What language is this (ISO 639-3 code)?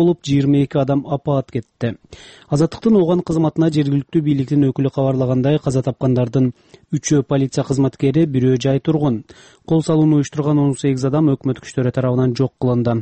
kir